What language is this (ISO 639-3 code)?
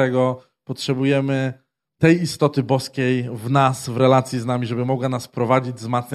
pol